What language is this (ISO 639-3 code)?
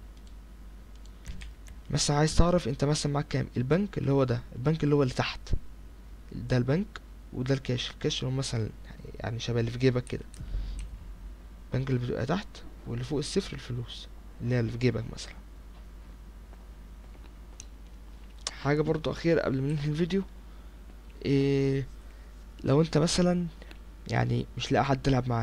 arz